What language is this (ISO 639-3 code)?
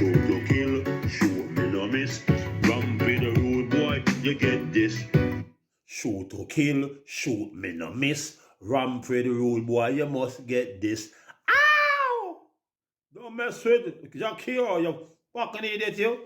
jam